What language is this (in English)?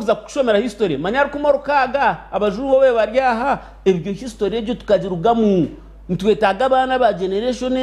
Nyankole